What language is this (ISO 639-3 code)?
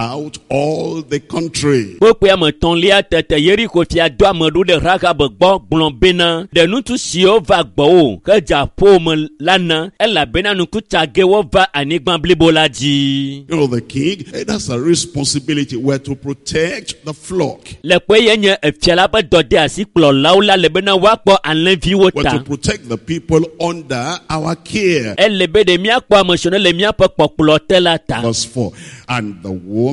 ewe